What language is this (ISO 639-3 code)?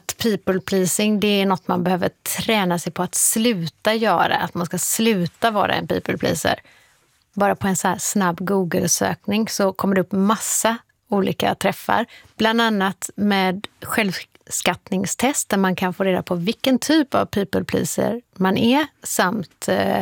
swe